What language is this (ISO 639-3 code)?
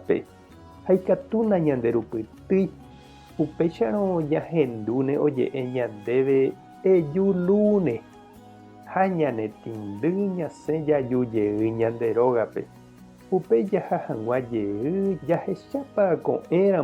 grn